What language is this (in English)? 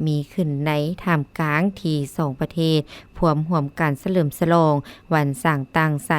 Lao